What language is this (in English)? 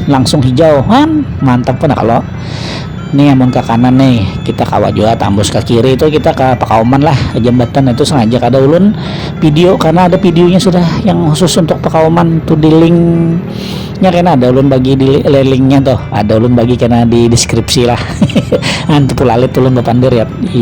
Banjar